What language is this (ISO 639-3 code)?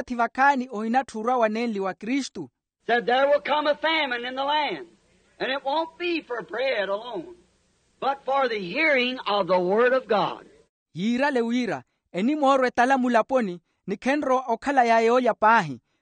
vmw